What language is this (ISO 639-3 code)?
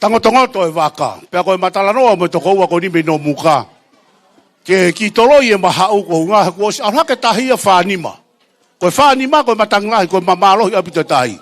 ton